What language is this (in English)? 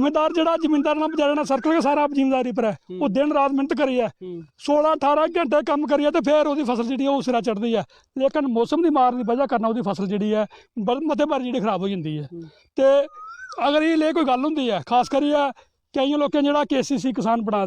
Dogri